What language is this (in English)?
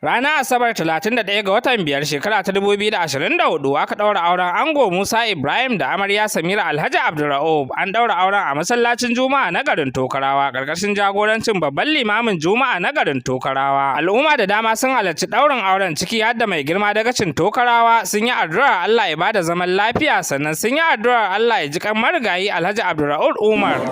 Hausa